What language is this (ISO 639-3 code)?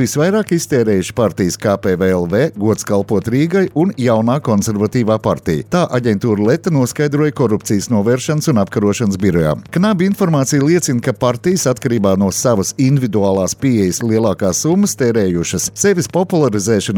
lav